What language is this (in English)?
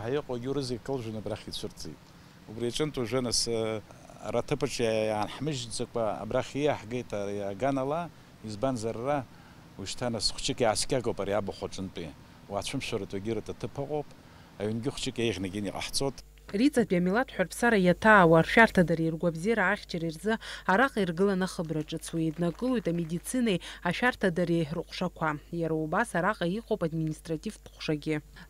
Abkhazian